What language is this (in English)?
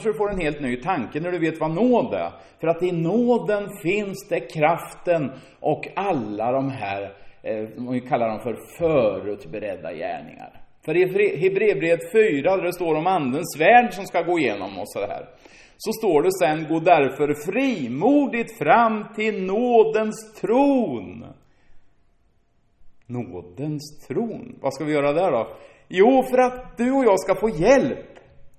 Swedish